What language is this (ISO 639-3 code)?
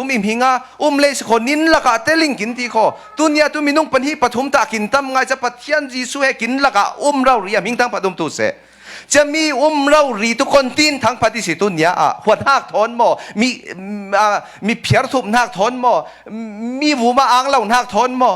cfm